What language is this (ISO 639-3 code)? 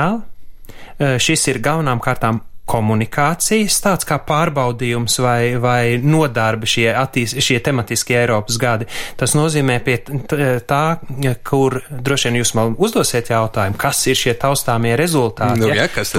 lav